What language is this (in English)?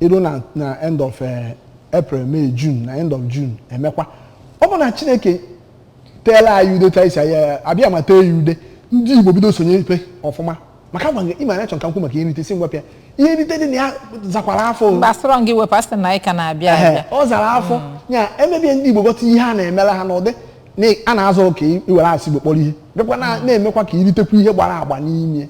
Igbo